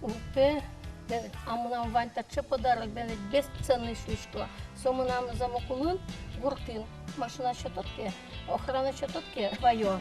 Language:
Udmurt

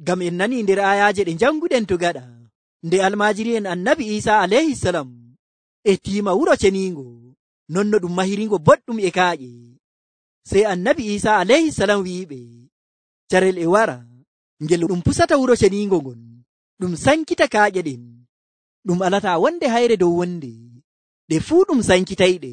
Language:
Nigerian Fulfulde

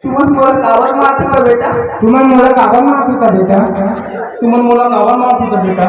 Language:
Chhattisgarhi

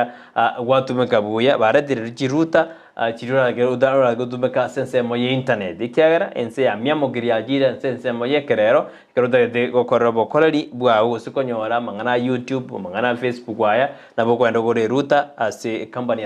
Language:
Gusii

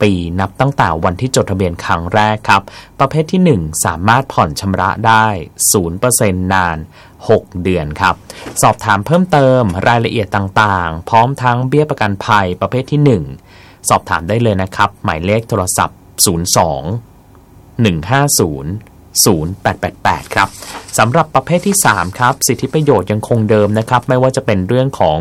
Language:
Thai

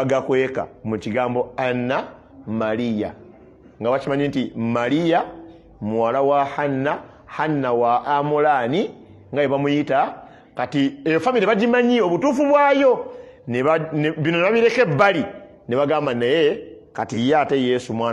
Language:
Ganda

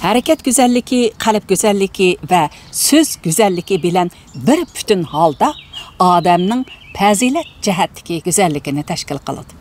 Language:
Uyghur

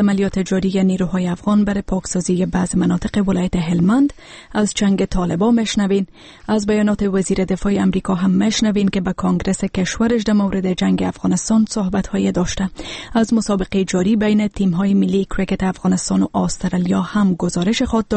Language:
Persian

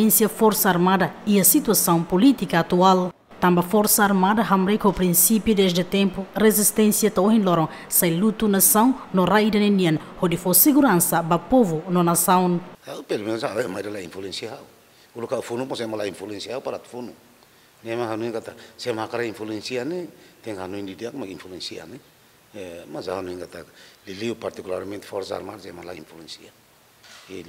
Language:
Tetum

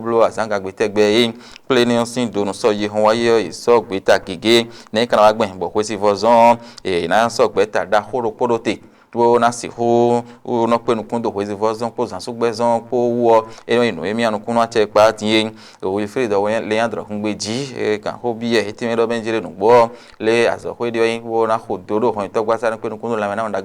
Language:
Fon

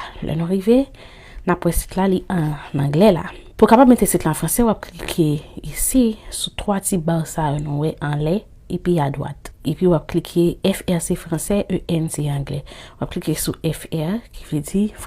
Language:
Haitian Creole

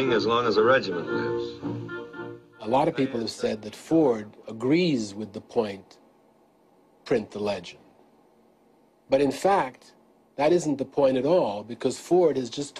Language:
English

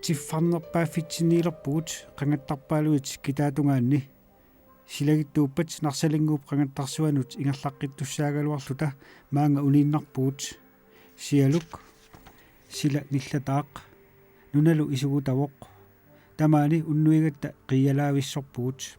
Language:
Kalaallisut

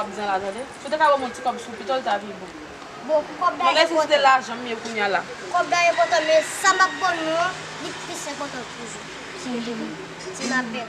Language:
Haitian Creole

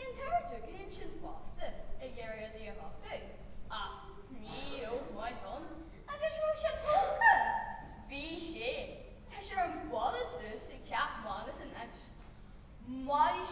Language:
Irish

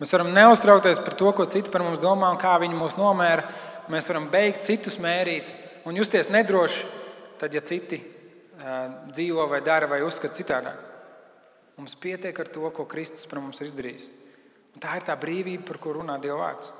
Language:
Latvian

